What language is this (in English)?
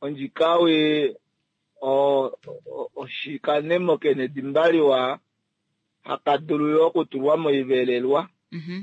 Kuanyama